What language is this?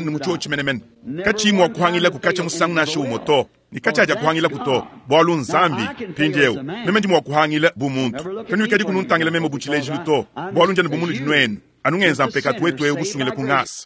Luba-Lulua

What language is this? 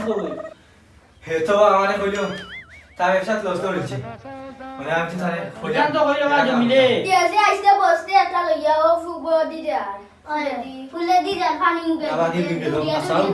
Sylheti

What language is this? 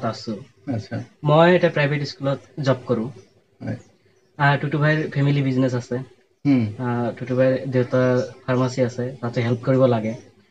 Assamese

